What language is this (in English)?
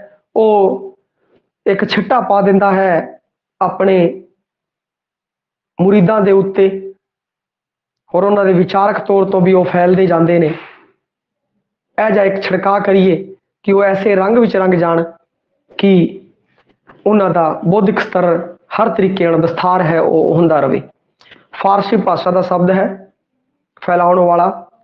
Punjabi